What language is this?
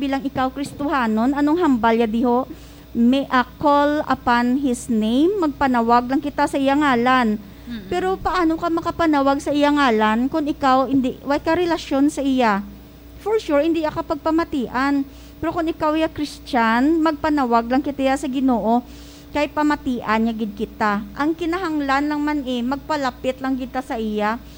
Hiligaynon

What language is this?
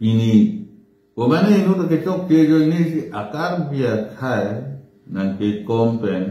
Karbi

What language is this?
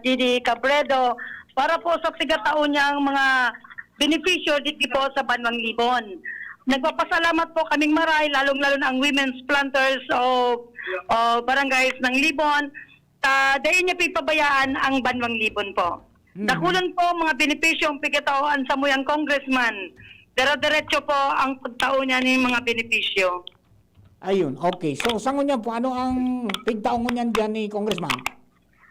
Bikol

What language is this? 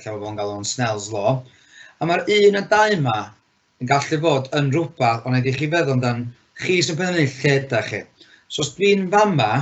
Welsh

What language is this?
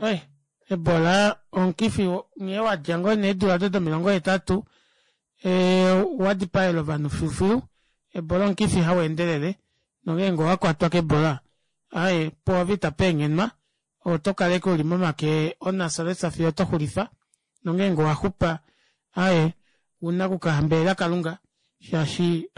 Kuanyama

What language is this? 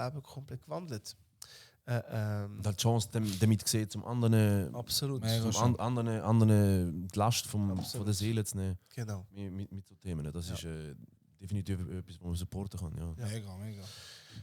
Swiss German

